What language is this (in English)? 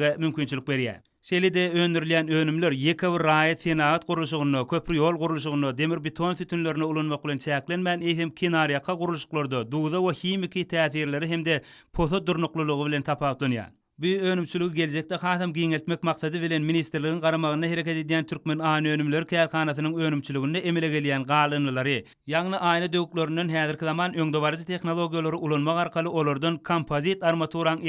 Turkmen